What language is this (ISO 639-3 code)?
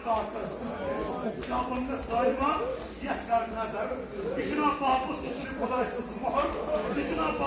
kas